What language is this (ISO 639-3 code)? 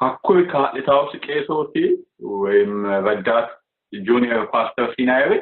sid